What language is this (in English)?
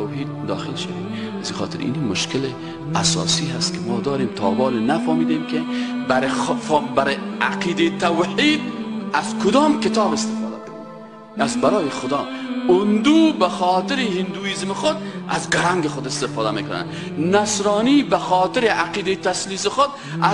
Persian